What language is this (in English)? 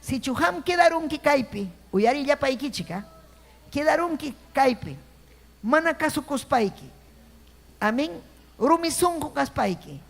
Ayacucho Quechua